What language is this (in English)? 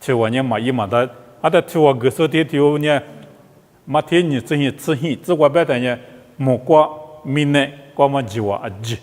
Lisu